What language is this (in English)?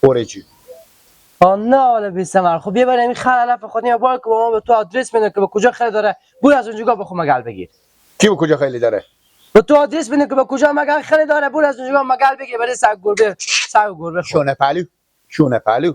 Persian